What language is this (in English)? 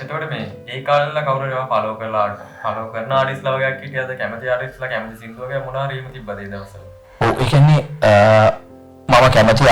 Sinhala